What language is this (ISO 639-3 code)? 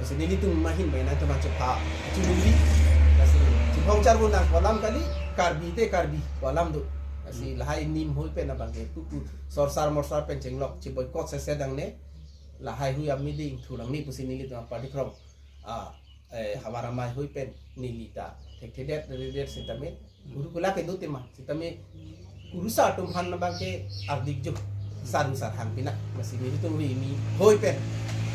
mjw